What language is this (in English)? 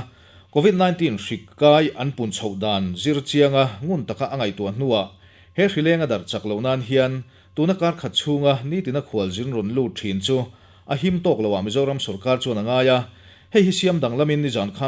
Mizo